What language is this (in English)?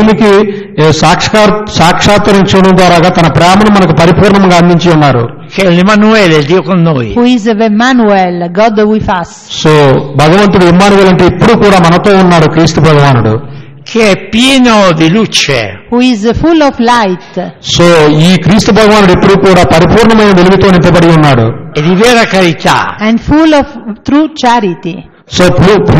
Telugu